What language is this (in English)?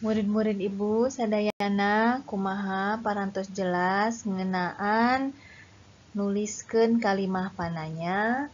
Sundanese